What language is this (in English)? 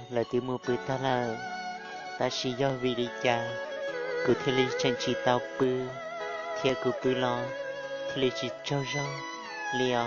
Hmong